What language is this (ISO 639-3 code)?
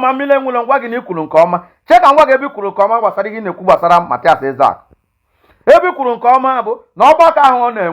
ibo